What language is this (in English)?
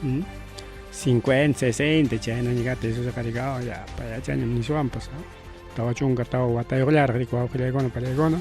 Ayacucho Quechua